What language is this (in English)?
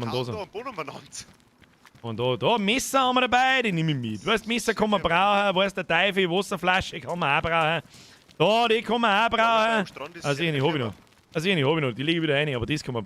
Bavarian